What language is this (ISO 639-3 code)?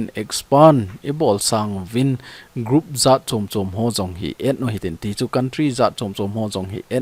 tcz